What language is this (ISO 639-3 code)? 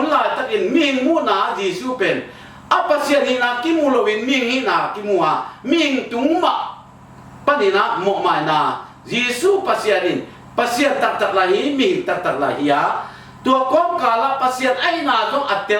ctd